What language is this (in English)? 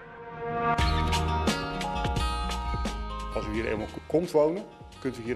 Dutch